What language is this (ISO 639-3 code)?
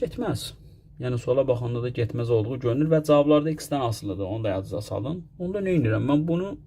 aze